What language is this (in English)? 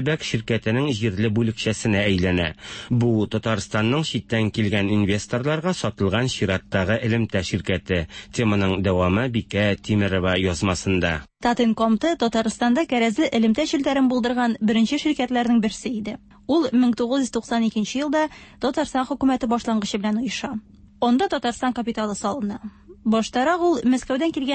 Tatar